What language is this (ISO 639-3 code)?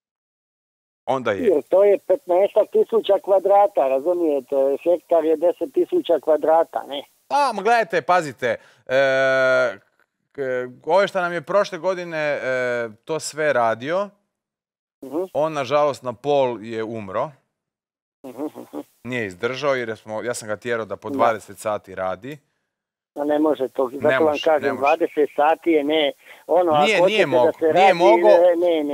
hrv